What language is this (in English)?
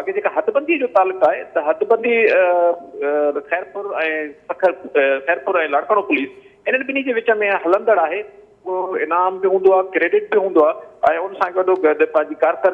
Sindhi